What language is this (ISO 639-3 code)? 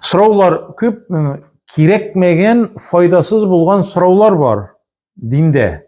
tat